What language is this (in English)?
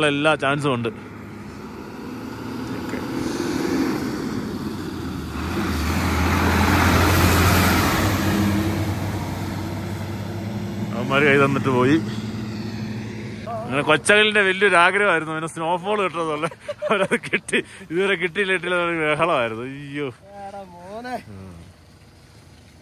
Malayalam